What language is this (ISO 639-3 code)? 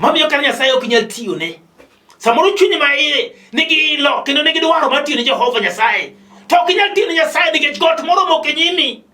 luo